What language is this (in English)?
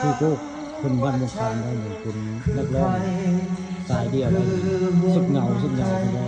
Northeastern Thai